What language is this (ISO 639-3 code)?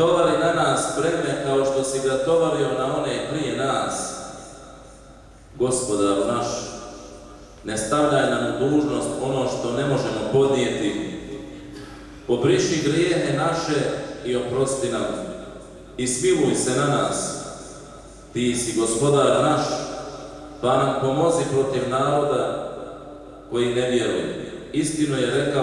bos